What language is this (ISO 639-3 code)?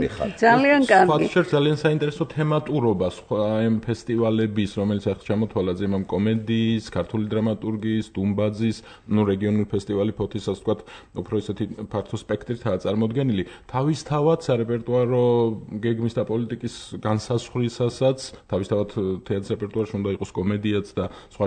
kat